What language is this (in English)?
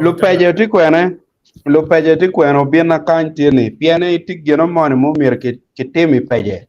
Acoli